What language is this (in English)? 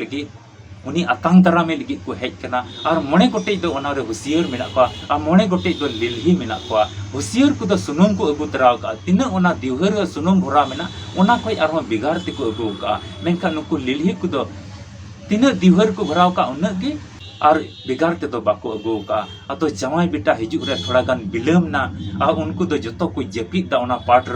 Santali